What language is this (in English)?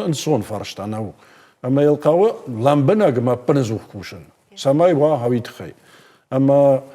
Ossetic